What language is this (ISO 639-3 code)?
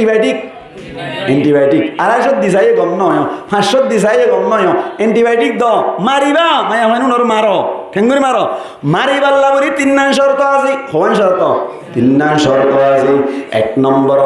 rhg